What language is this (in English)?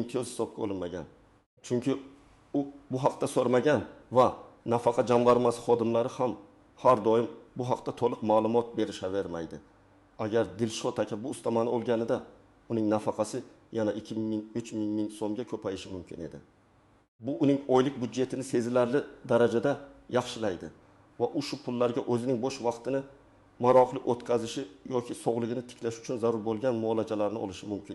Uzbek